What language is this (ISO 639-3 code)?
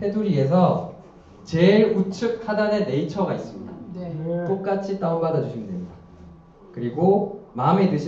kor